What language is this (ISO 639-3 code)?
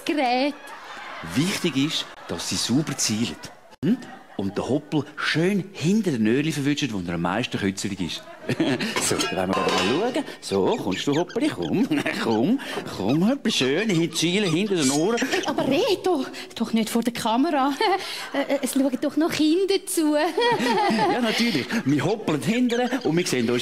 gsw